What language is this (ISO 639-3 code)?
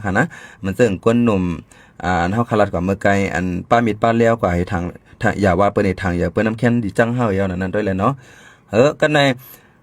shn